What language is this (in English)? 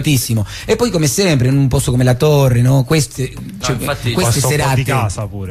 Italian